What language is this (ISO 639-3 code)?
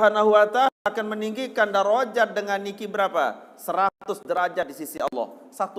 sas